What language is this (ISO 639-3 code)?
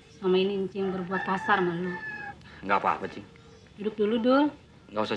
bew